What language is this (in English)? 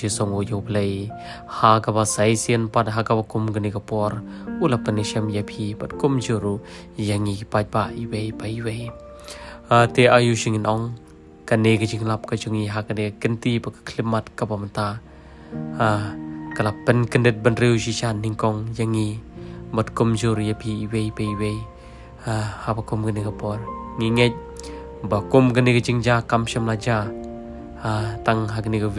Khasi